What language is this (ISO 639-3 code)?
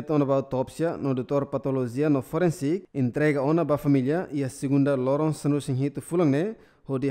tet